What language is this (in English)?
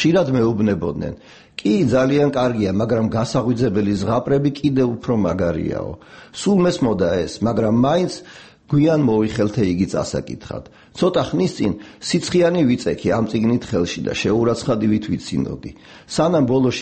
Georgian